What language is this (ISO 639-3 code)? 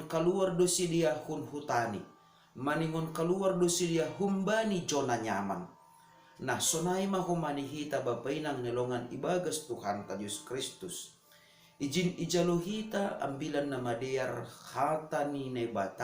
bts